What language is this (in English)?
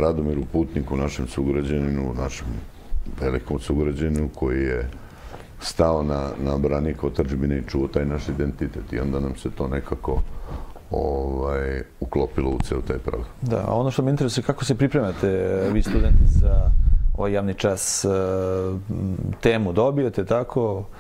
Serbian